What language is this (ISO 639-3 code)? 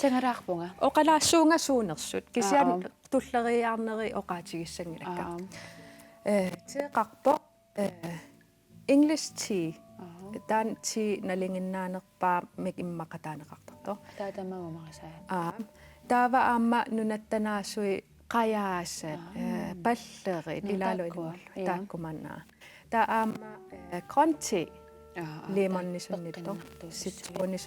kal